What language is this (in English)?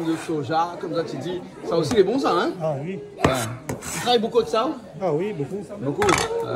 Réunion Creole French